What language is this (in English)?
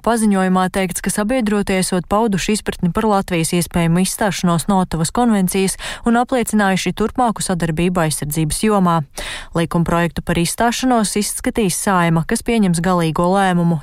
Latvian